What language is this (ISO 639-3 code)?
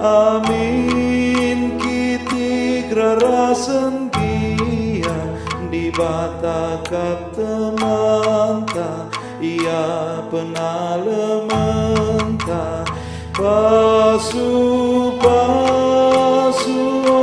btx